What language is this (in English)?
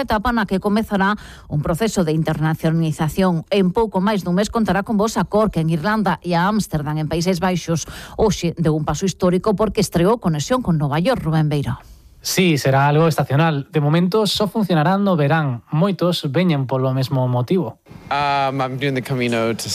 Galician